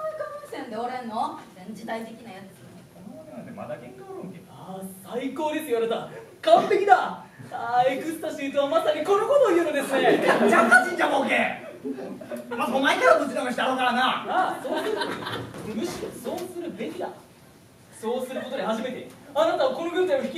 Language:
Japanese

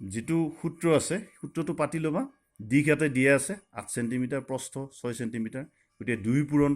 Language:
Assamese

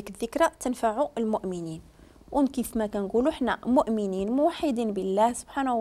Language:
Moroccan Arabic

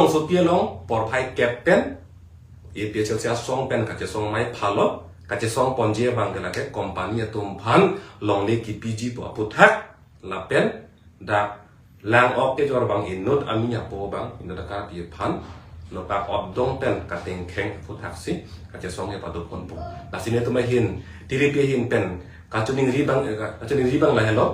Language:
Karbi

